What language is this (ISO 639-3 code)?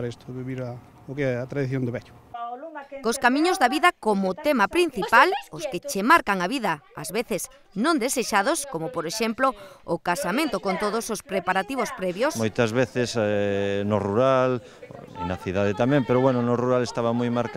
glg